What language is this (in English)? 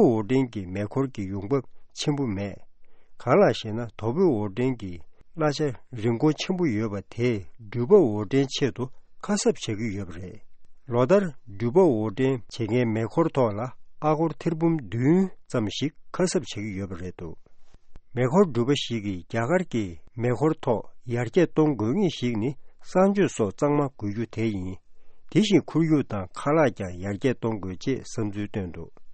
Tibetan